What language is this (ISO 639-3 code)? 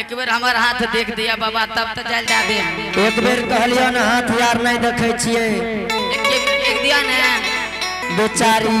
anp